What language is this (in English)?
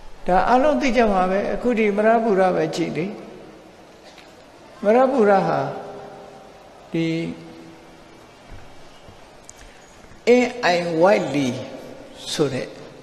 Burmese